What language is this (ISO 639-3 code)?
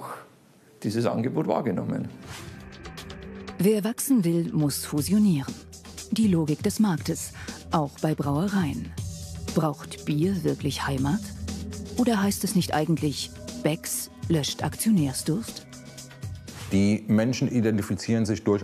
deu